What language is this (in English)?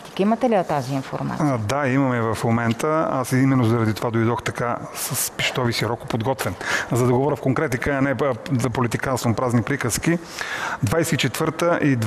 Bulgarian